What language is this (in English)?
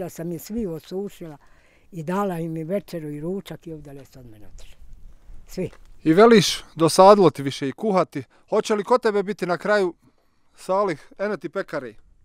Bosnian